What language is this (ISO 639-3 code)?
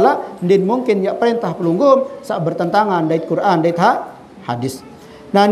sas